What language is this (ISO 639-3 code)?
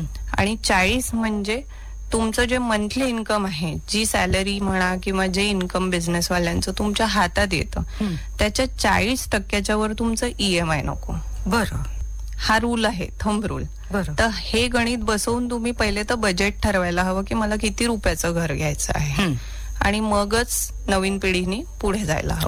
mar